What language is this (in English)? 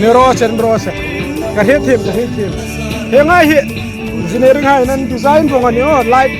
Hmar